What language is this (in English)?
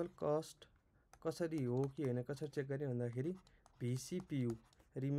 Nepali